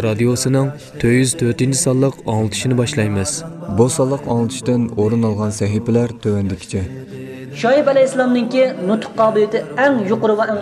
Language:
Uyghur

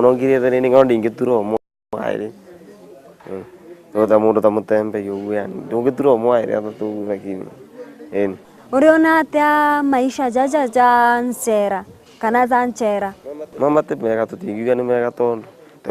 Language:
Meru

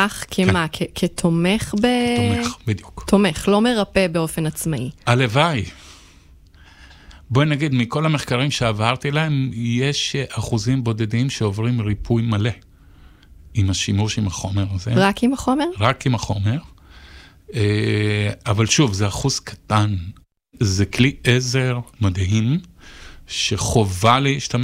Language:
Hebrew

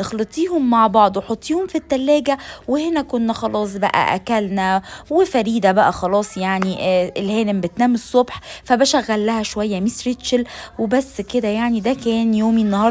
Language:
Egyptian Arabic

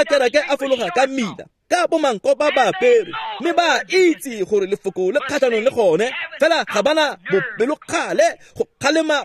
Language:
Tswana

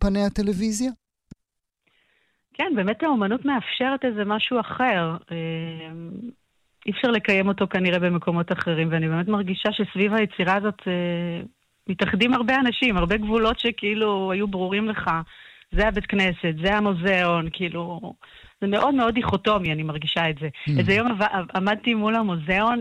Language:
Hebrew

